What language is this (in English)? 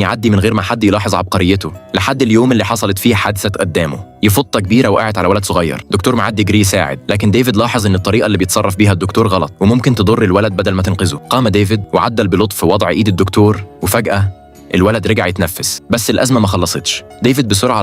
Egyptian Arabic